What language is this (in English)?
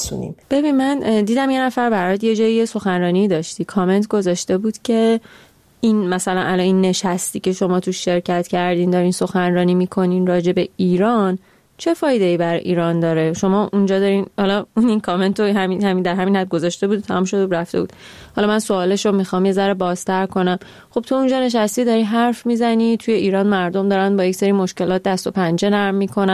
Persian